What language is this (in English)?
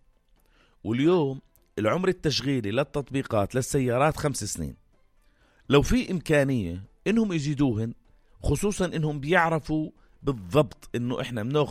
North Levantine Arabic